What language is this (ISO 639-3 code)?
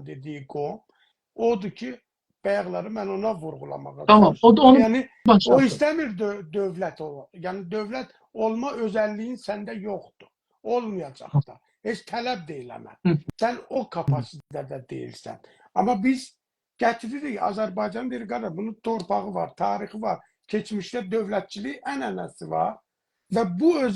azb